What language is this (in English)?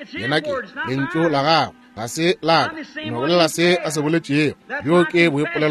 Northern Sotho